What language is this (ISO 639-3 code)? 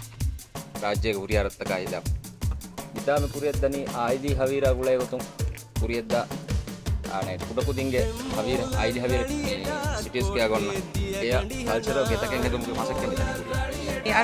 div